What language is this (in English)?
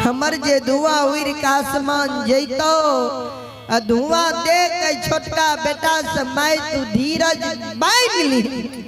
Maithili